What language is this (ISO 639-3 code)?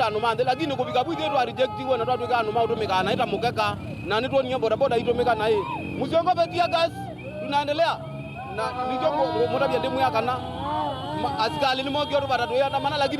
kam